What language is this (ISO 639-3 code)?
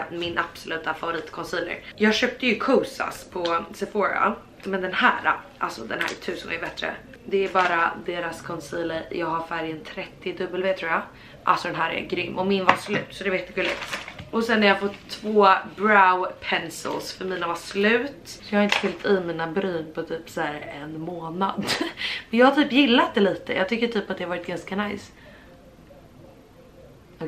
swe